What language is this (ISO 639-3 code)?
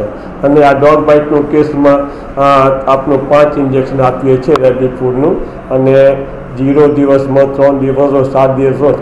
guj